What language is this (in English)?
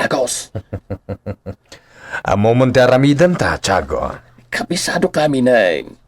Iloko